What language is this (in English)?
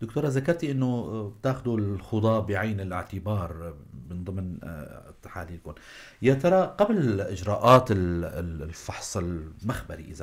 North Levantine Arabic